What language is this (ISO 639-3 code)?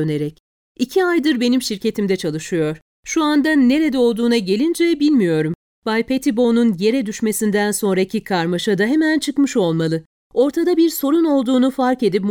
tur